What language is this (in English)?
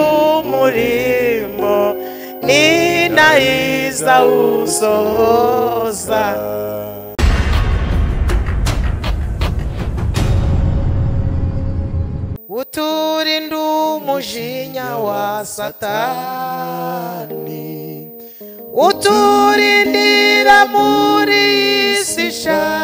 Kinyarwanda